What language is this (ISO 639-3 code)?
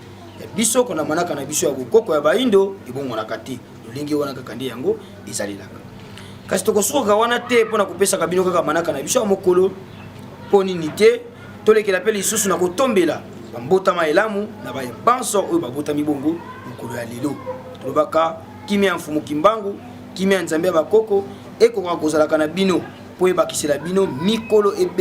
lin